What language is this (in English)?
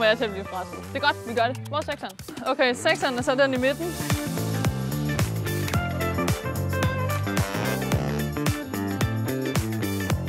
Danish